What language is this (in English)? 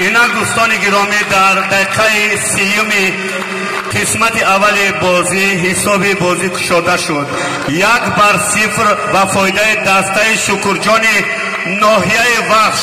Tajik